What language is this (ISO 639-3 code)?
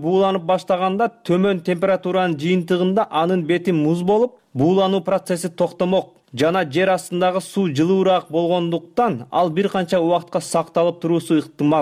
kir